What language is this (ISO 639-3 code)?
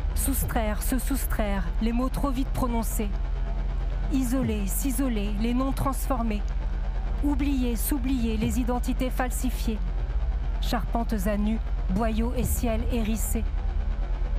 fra